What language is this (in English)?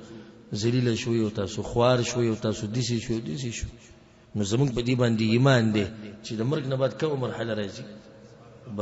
Pashto